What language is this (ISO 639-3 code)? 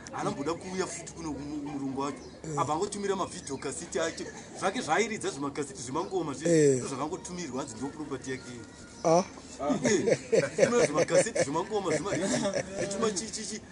sna